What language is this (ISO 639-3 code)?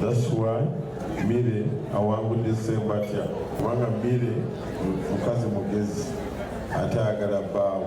lug